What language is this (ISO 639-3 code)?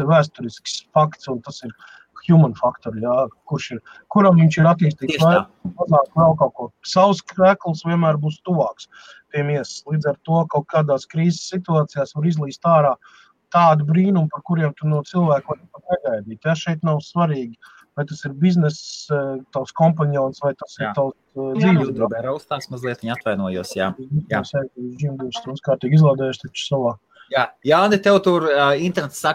lav